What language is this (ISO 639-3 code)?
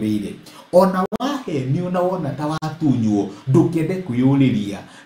kik